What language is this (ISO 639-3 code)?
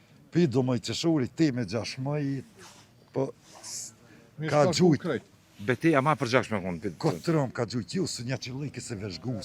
sqi